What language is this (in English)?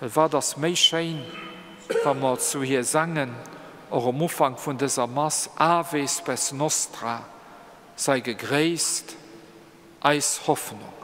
Luxembourgish